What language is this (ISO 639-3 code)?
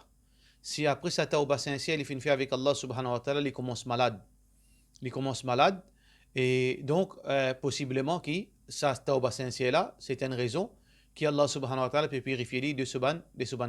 mfe